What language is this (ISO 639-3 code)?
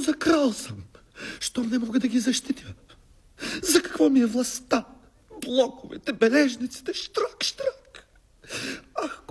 bul